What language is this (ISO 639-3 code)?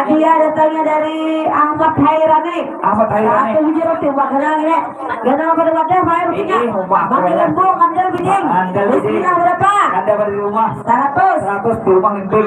bjn